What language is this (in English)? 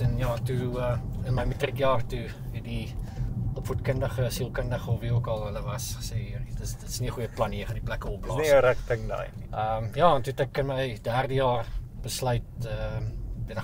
Afrikaans